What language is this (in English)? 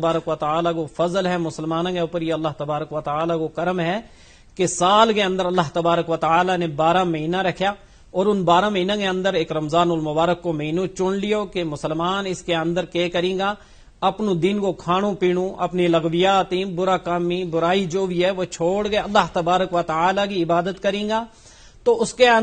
Gujari